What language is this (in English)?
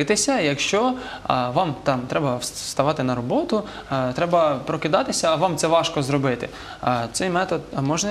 Ukrainian